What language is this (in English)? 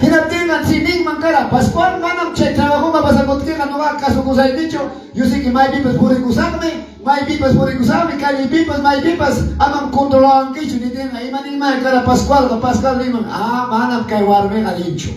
Quechua